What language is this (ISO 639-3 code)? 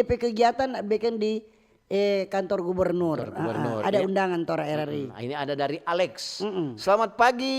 xmm